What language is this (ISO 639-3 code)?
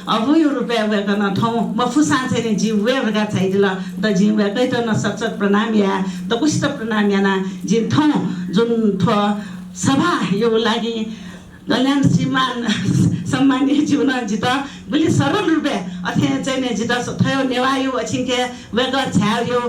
new